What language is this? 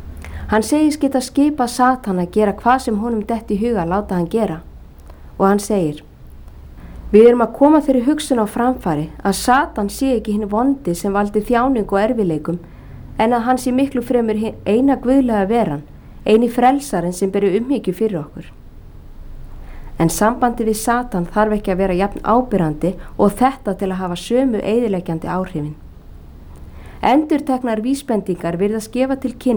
Icelandic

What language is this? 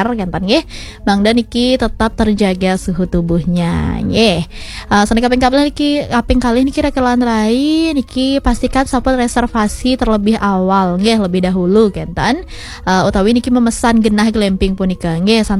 Balinese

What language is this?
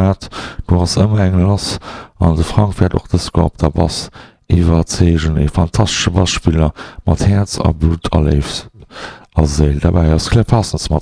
Luxembourgish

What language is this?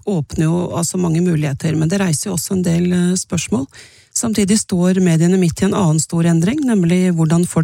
Norwegian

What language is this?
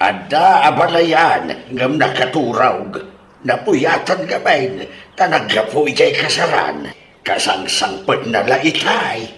Iloko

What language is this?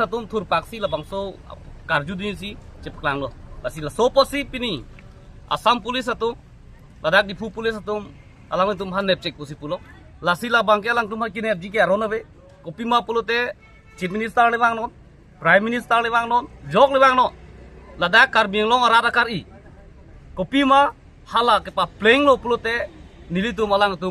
Karbi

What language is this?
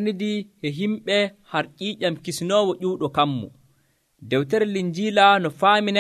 Nigerian Fulfulde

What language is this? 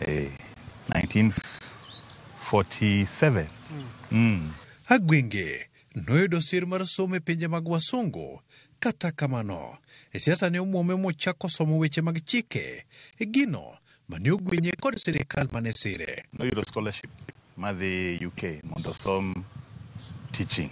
Luo (Kenya and Tanzania)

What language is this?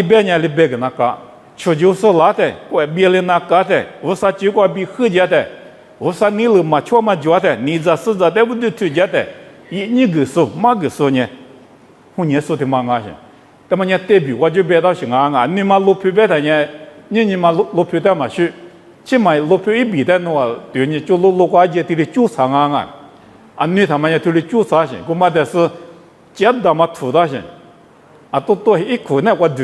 Lisu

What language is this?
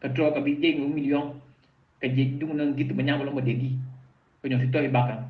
Mankanya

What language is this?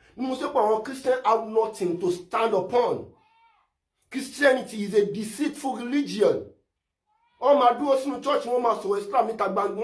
Yoruba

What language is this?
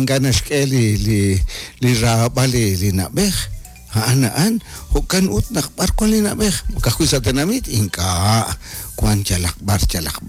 Kekchí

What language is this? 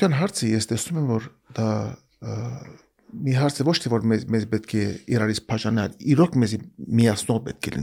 Armenian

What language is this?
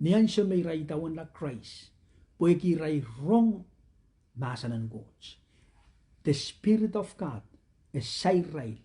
Pohnpeian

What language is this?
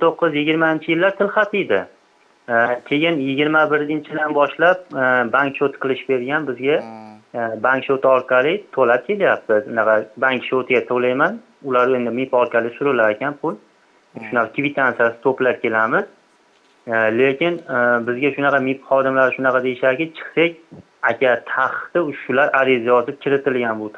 Uzbek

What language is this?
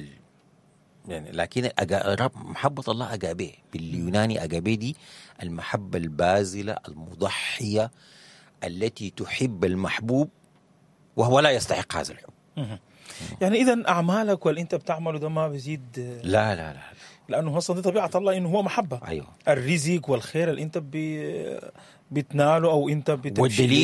Sudanese Arabic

